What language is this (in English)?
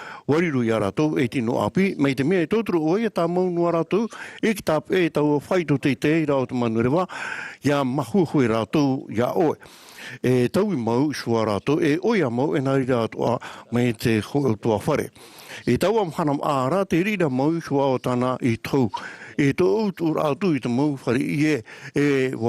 Tahitian